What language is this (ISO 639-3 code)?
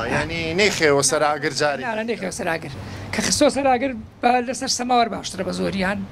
ckb